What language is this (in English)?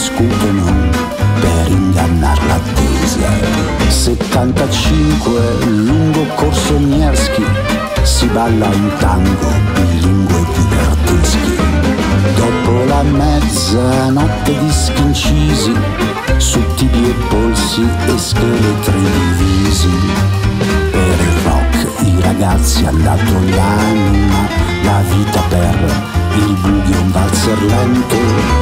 Italian